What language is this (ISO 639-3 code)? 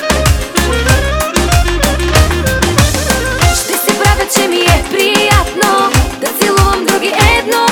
bul